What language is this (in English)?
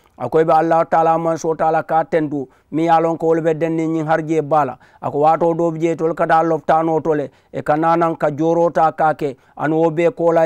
Mandingo